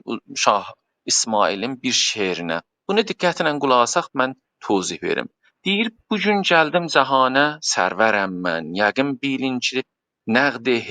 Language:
South Azerbaijani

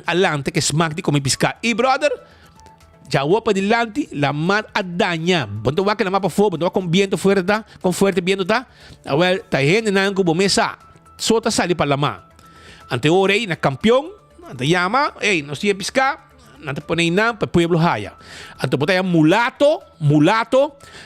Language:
Papiamento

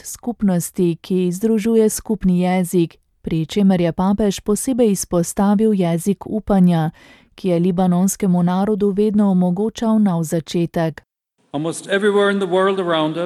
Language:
Slovenian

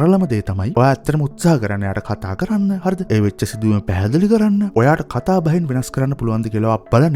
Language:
Sinhala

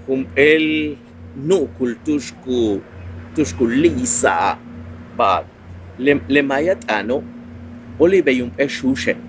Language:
Yucateco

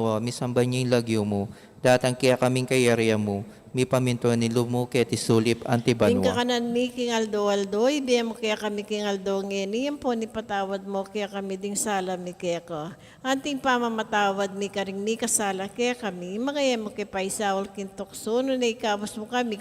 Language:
Pampanga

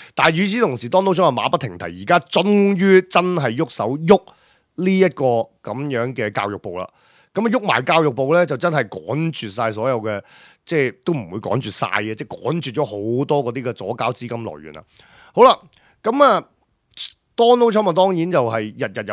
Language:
Cantonese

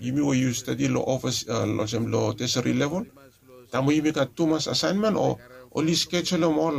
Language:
Bislama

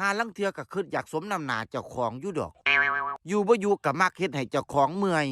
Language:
Lao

